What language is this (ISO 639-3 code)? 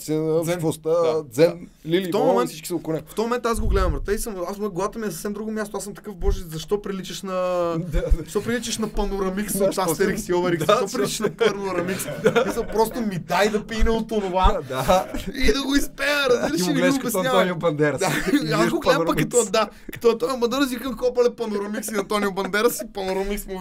bul